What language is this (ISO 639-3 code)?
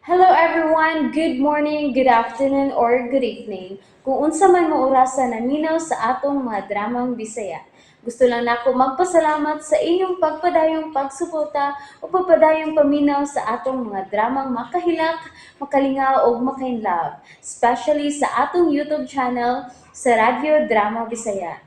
ceb